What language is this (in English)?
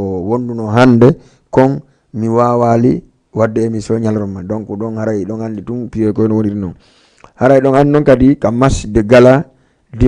Fula